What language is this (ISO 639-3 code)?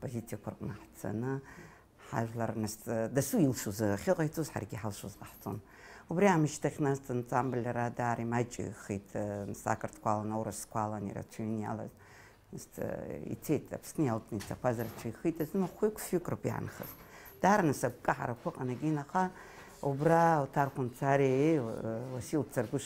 abk